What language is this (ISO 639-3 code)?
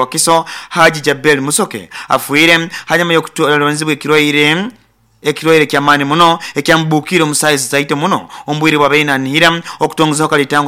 nyo